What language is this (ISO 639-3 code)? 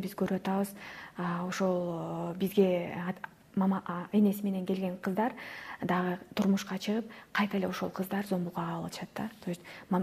kir